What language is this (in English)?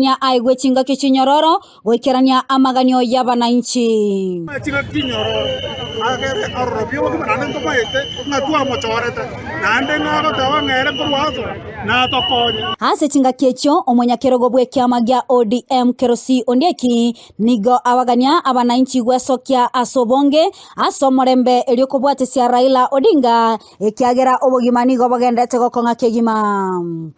Gusii